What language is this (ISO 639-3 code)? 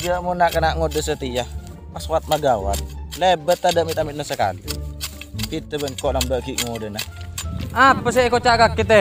mad